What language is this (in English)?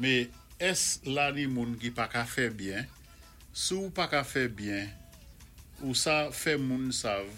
Saint Lucian Creole French